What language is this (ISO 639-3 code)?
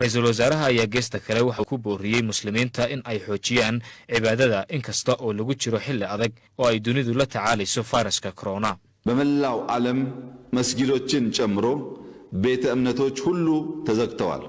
som